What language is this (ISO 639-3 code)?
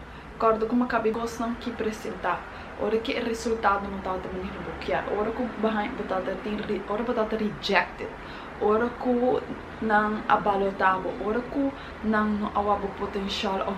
pap